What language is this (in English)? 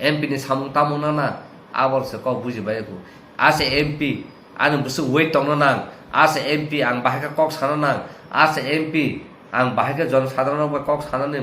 Kok Borok